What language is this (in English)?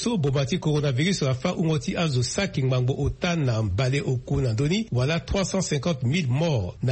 Sango